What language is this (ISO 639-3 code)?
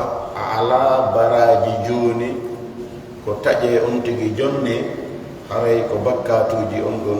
ful